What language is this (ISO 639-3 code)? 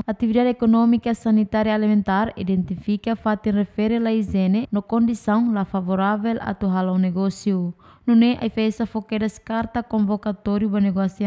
tet